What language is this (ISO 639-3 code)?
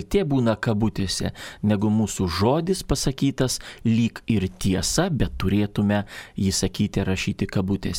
lit